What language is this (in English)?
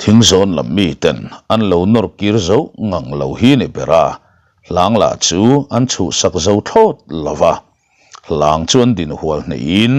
Mizo